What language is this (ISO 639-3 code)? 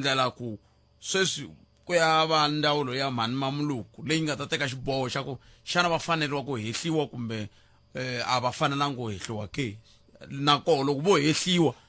tso